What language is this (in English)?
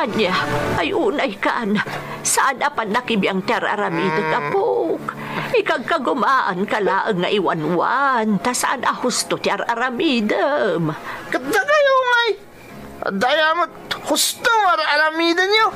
Iloko